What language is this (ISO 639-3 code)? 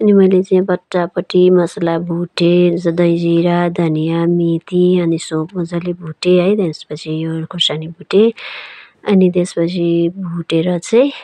nep